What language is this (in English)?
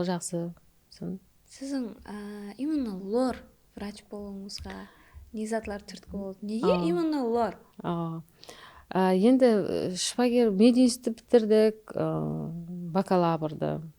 Kara-Kalpak